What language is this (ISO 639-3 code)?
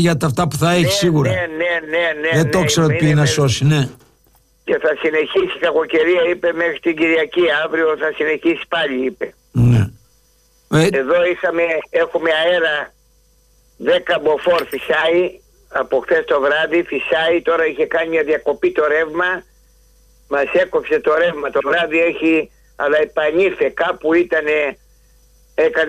ell